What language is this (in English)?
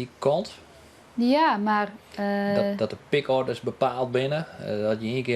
Western Frisian